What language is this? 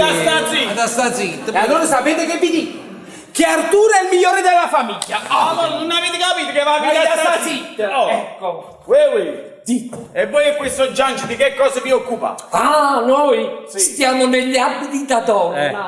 Neapolitan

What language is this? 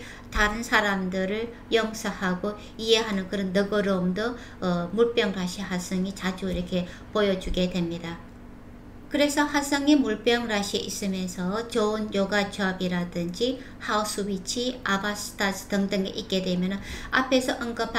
Korean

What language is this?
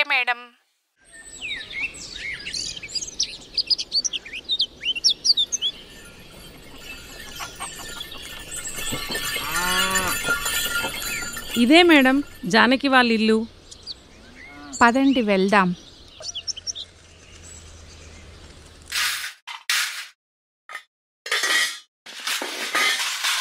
Telugu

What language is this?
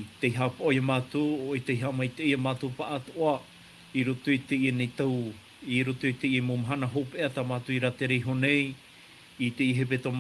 Tahitian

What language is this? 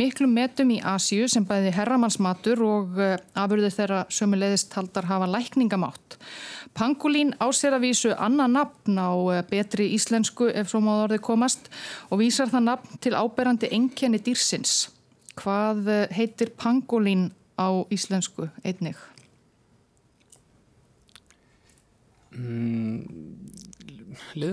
Icelandic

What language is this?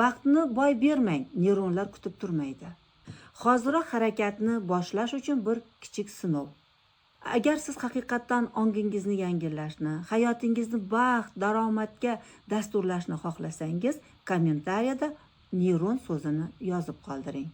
Uzbek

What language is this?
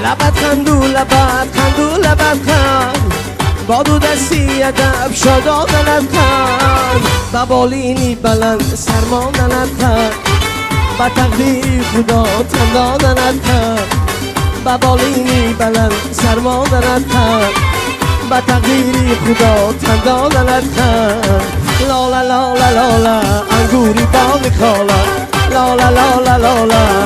Tajik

